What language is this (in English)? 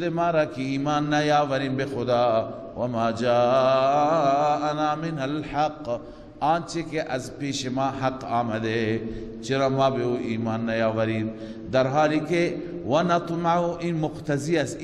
Persian